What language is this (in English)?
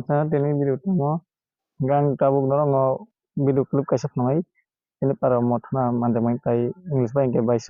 Kok Borok